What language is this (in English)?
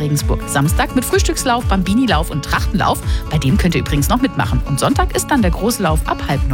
German